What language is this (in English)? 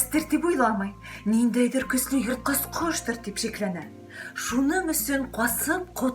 Bashkir